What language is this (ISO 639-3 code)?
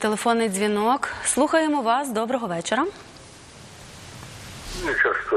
ukr